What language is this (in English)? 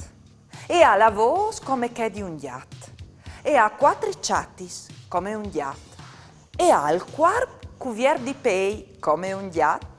Friulian